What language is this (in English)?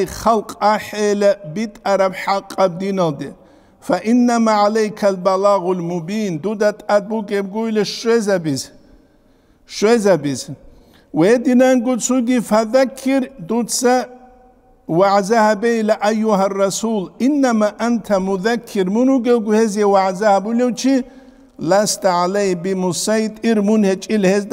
Avaric